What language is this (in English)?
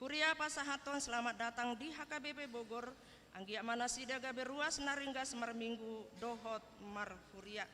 Batak Toba